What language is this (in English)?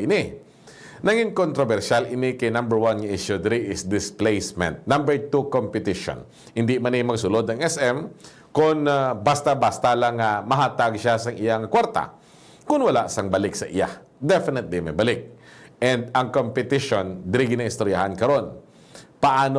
Hiligaynon